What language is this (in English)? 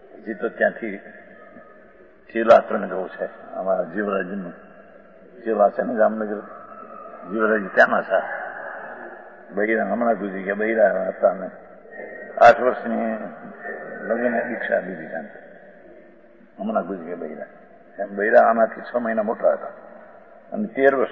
Gujarati